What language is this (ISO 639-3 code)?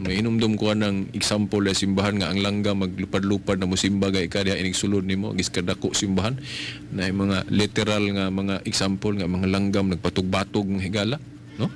ceb